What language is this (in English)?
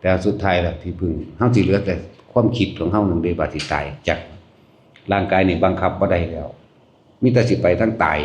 Lao